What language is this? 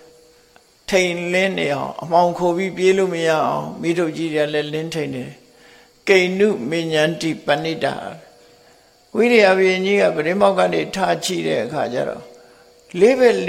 Burmese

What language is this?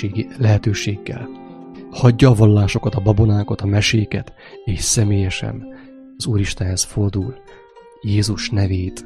Hungarian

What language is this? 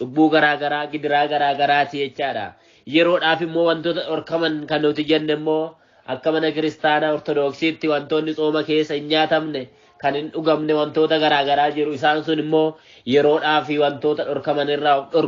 Oromo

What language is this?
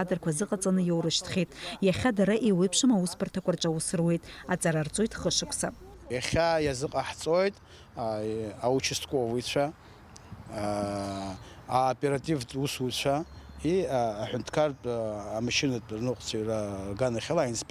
Abkhazian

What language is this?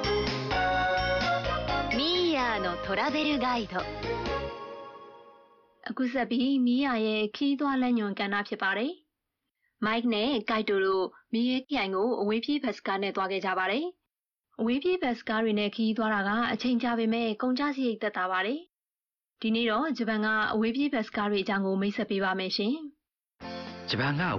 Burmese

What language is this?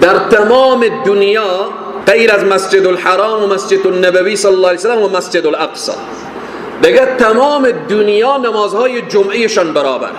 Persian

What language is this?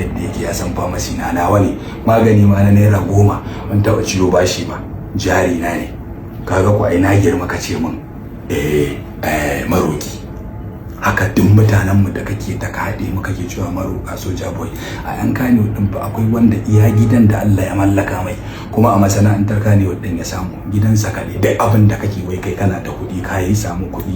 Hausa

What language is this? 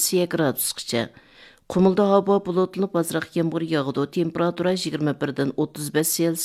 Uyghur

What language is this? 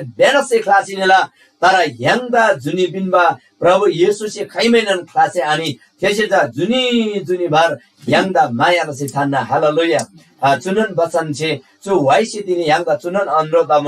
Eastern Tamang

